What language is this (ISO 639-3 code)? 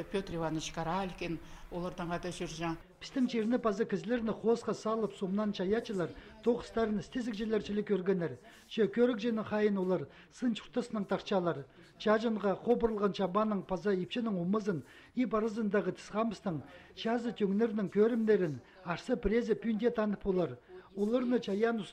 kjh